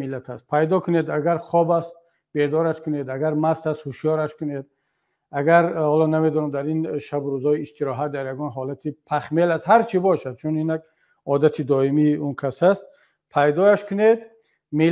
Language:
Tajik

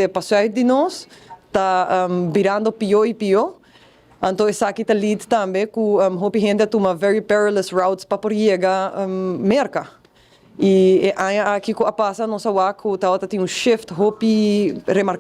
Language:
Papiamento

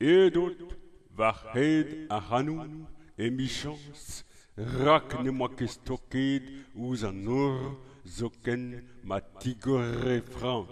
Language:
Breton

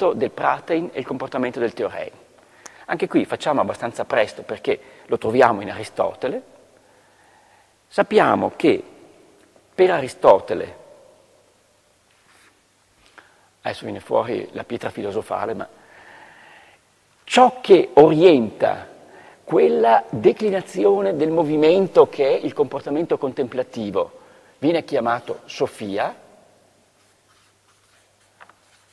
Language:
Italian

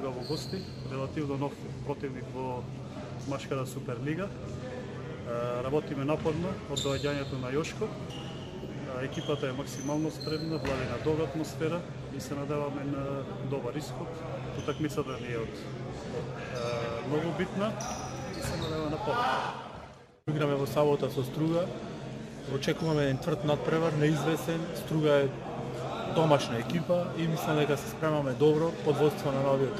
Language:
Macedonian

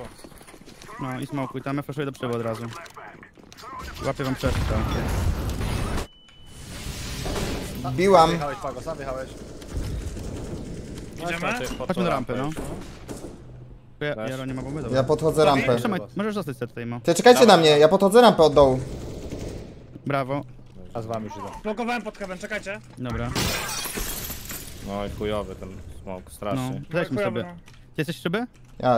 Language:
Polish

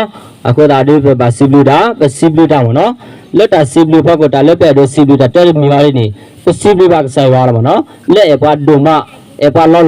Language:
S'gaw Karen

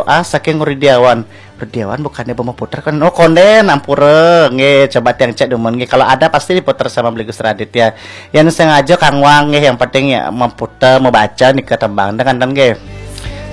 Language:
Balinese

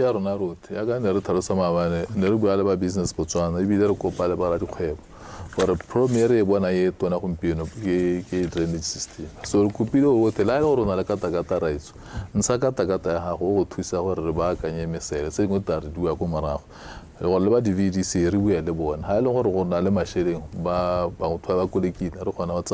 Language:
Tswana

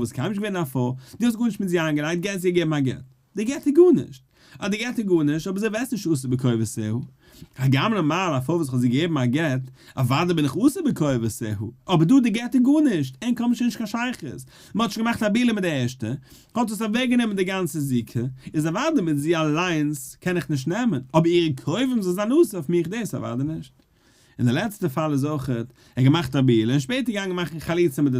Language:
Yiddish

